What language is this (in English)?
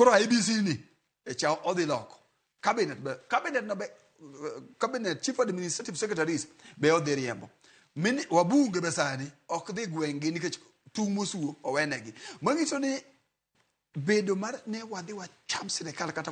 Luo (Kenya and Tanzania)